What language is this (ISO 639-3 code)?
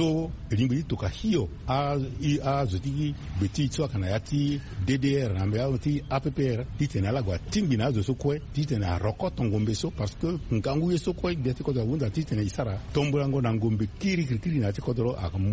sag